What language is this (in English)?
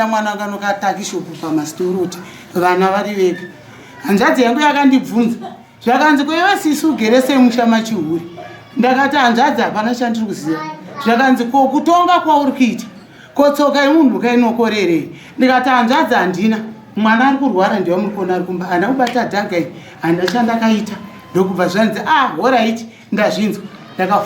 Shona